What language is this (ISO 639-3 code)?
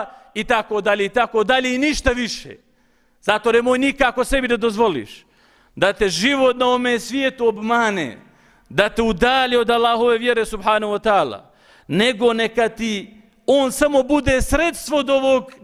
bos